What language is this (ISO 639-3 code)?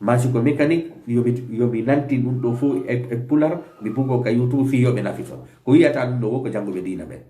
ful